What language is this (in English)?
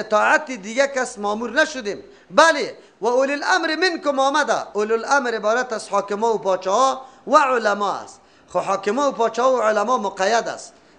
Persian